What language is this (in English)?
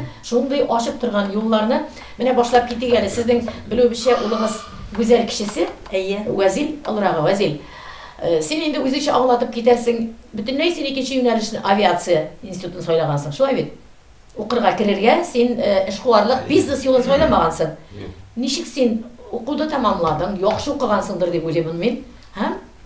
Tatar